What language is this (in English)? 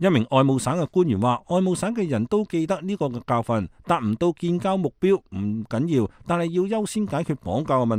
Cantonese